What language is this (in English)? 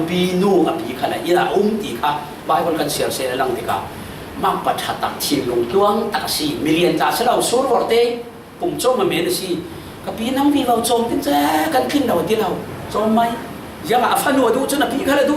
Falam Chin